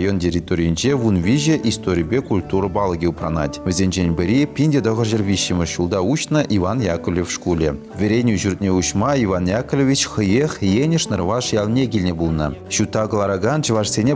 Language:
Chuvash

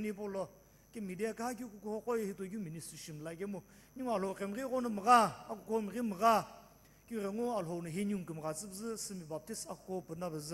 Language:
Sumi Naga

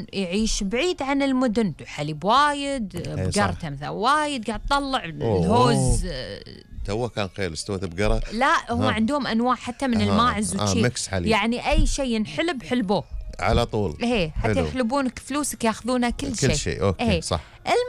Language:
Gulf Arabic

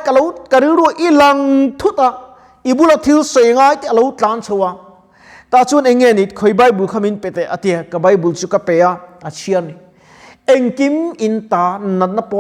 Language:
Mizo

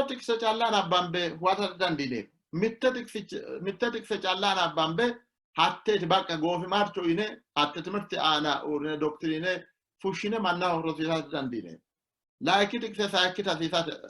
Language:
Sidamo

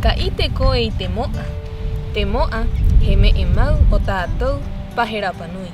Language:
Rapanui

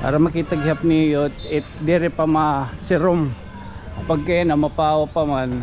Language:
Waray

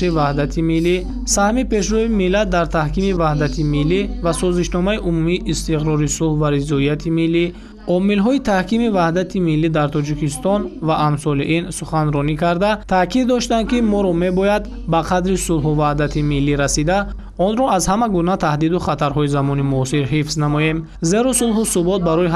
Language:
Tajik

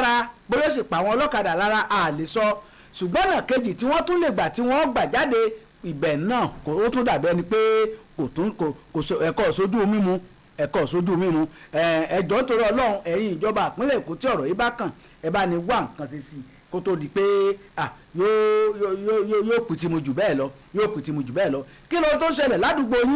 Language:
Yoruba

